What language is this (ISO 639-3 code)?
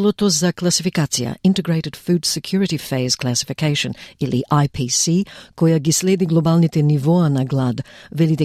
mkd